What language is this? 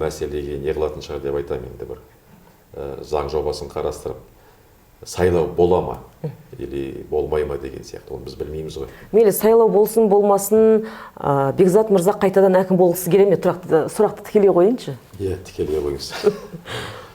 Kazakh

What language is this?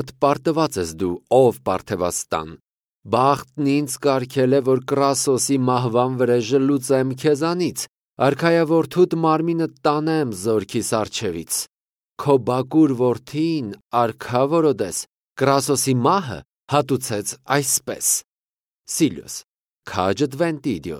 Armenian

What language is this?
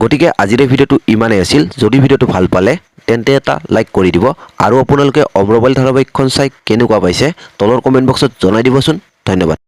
Assamese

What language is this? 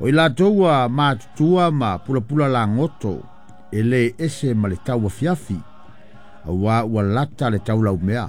Samoan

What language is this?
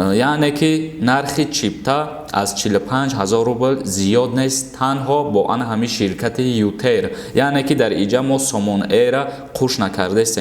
Tajik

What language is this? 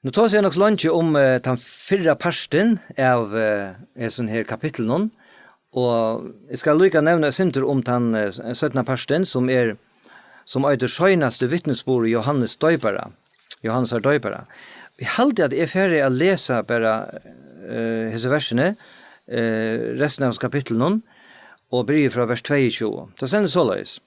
Faroese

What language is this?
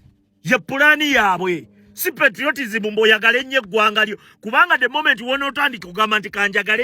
Ganda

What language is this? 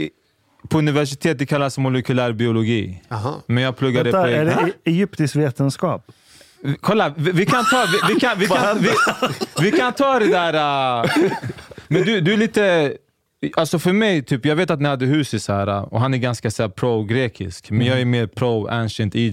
Swedish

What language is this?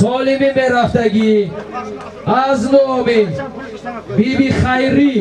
Tajik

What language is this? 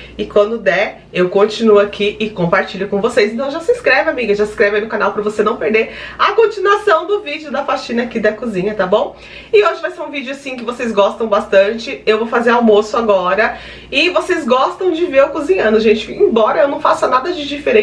Portuguese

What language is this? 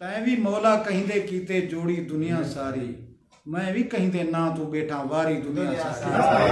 Saraiki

